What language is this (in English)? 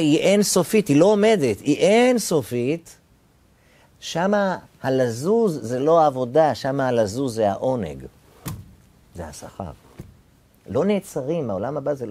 Hebrew